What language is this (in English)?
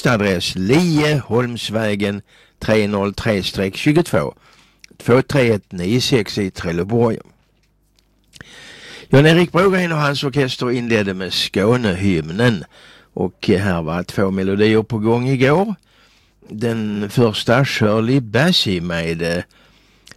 Swedish